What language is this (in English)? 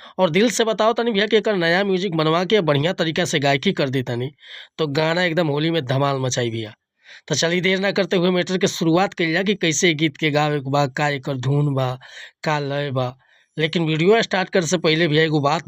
Bhojpuri